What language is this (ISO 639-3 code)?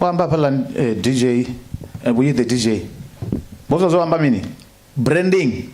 ven